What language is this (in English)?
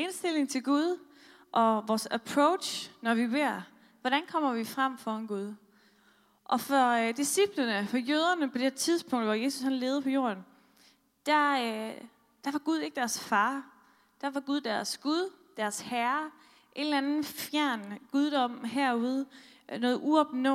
Danish